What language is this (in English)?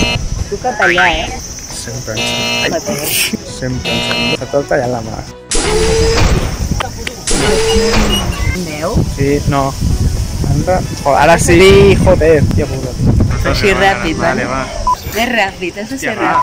Catalan